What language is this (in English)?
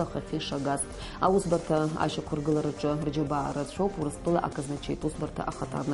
Abkhazian